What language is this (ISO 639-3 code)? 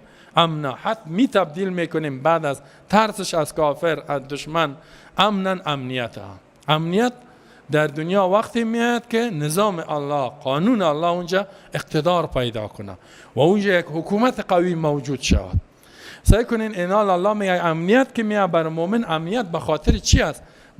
fas